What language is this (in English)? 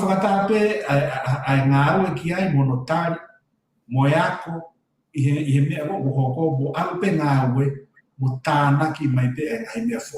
Tongan